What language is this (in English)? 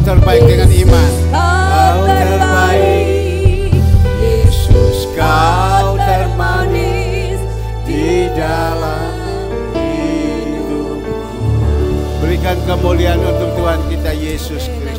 Indonesian